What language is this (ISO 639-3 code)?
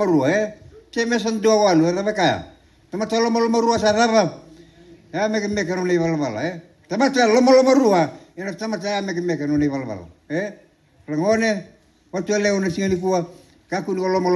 fij